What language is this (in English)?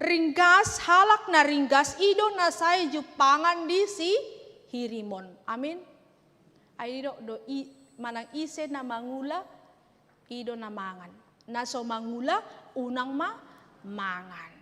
Batak Toba